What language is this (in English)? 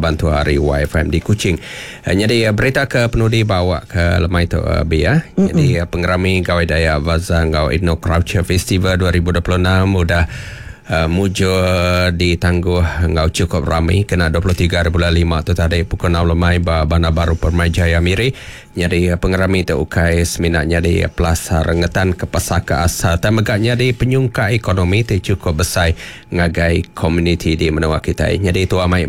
Iban